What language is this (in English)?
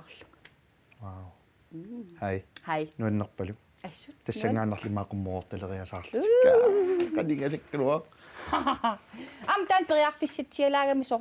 Kalaallisut